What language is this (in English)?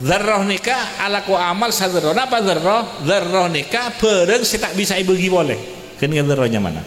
Madurese